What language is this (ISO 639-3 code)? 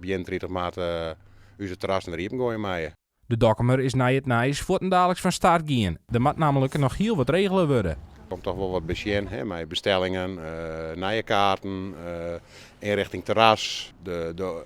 fry